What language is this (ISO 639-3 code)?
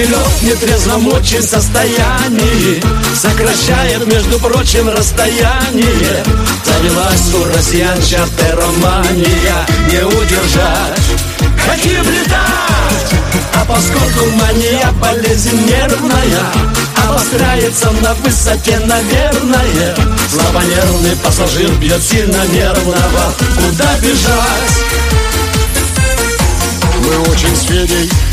rus